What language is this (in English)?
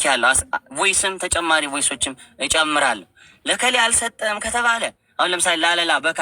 Amharic